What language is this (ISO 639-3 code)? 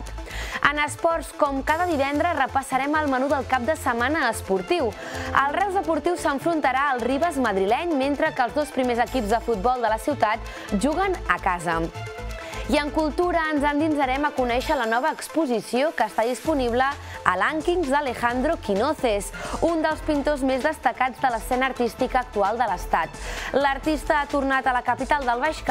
cat